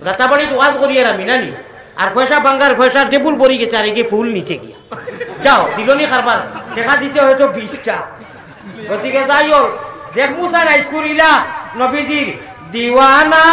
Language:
Sylheti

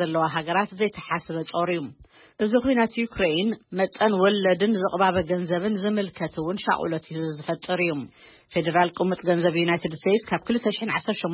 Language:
Tigrinya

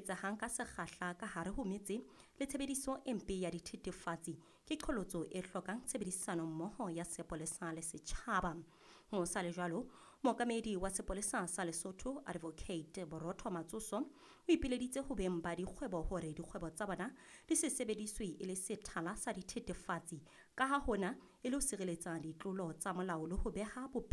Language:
Southern Sotho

